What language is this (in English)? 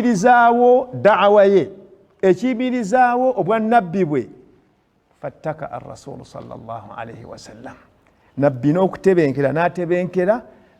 Ganda